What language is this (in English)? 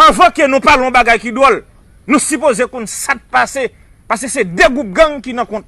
Haitian Creole